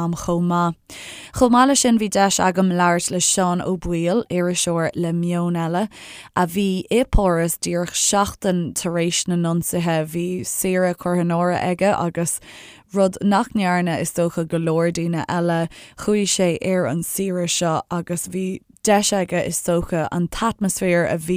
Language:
Irish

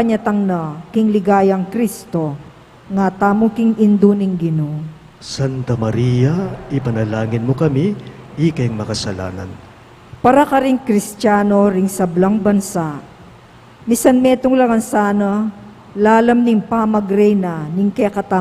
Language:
Pampanga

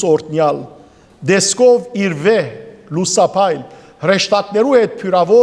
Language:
Western Armenian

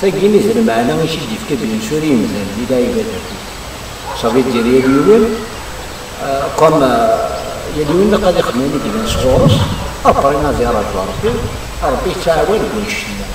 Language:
Kabyle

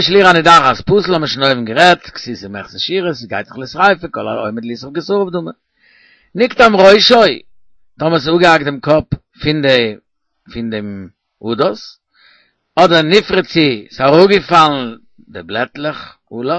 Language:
Yiddish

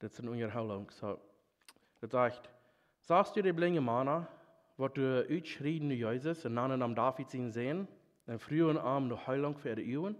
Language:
Plautdietsch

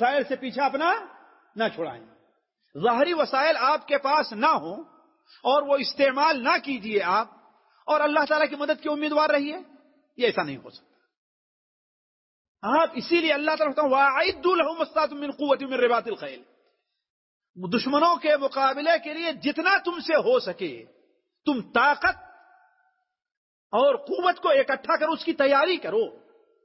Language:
Urdu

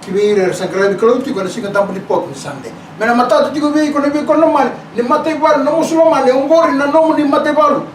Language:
Fijian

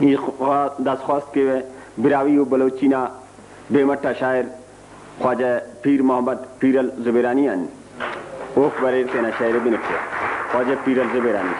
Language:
Brahui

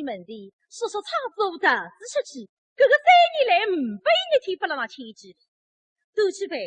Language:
Wu Chinese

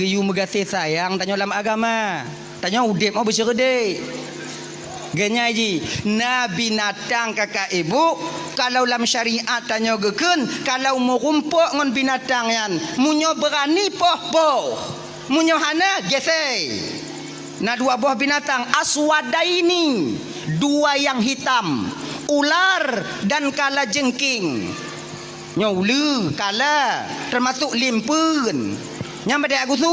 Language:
Achinese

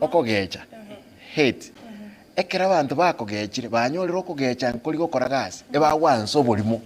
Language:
Gusii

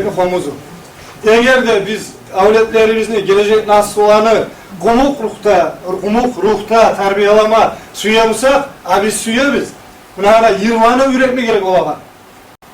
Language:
Kumyk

